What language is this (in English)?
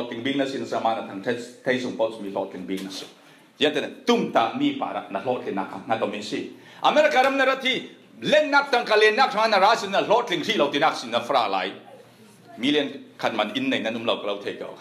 Falam Chin